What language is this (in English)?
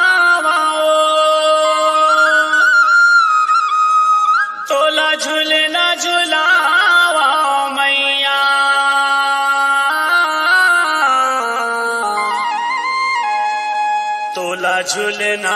Chhattisgarhi